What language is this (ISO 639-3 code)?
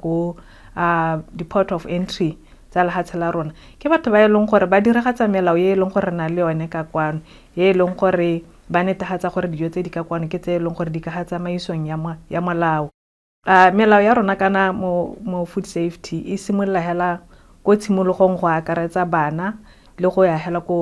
tsn